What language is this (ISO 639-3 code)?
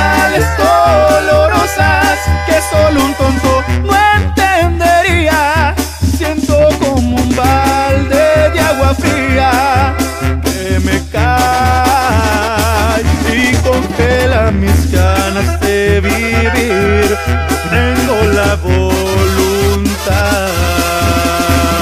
spa